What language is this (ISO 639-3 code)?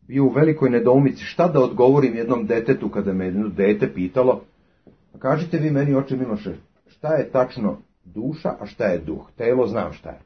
srp